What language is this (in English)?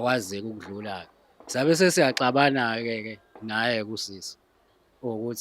Zulu